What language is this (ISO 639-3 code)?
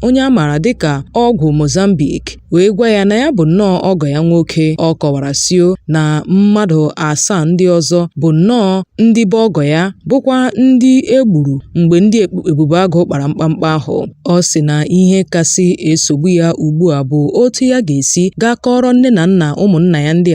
ibo